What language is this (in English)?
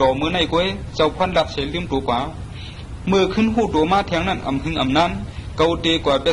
Shan